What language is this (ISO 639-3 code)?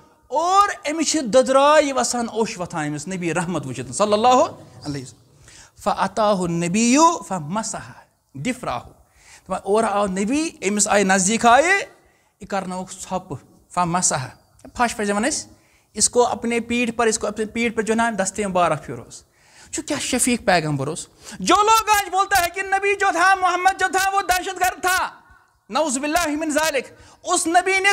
kas